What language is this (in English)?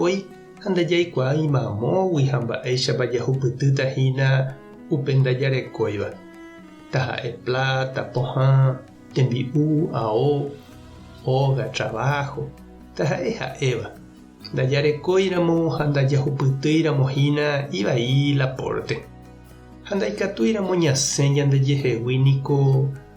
Guarani